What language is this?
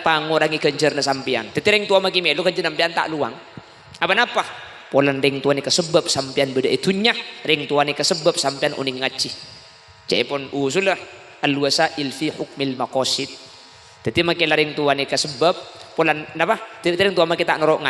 Madurese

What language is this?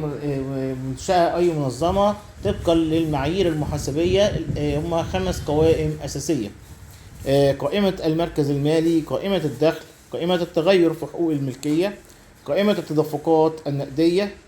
Egyptian Arabic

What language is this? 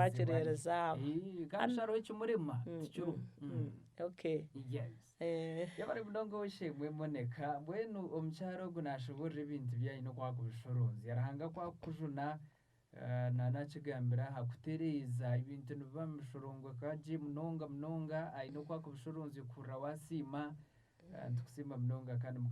Nyankole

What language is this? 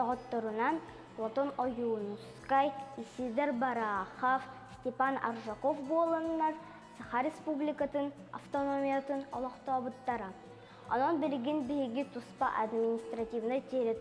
Yakut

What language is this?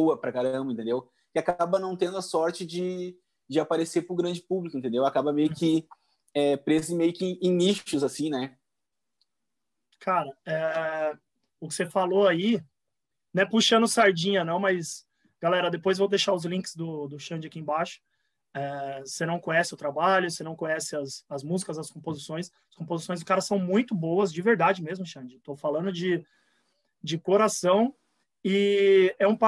Portuguese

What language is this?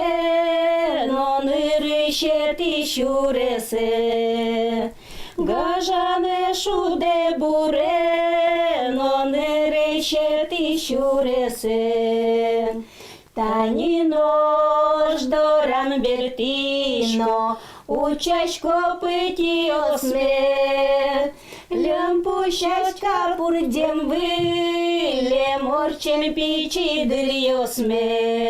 Udmurt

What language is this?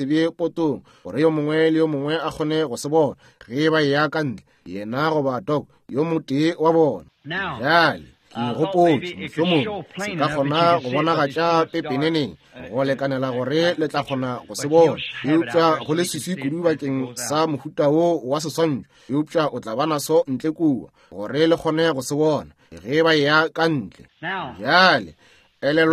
Northern Sotho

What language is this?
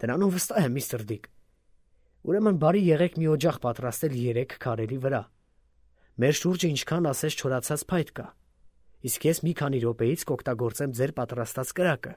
Armenian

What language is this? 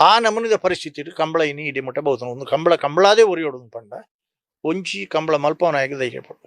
Tulu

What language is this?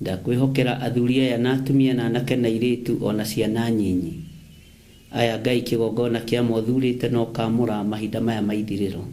Kikuyu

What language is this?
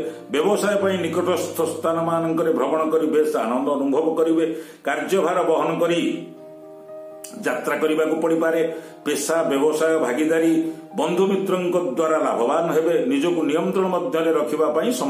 Odia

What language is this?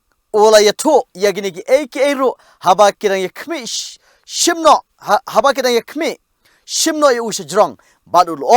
Khasi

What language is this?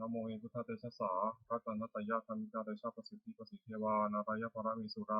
Pali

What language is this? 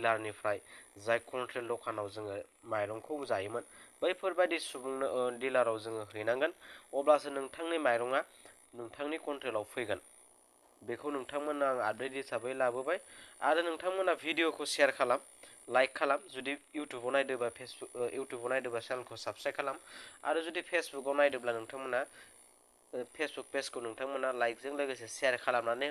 Bodo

